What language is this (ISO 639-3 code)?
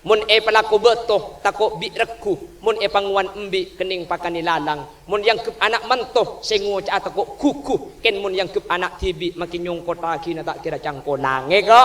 mad